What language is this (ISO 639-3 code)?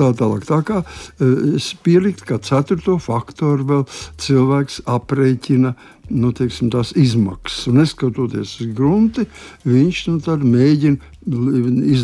lav